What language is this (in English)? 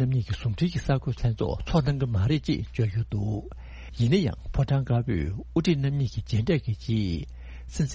Tibetan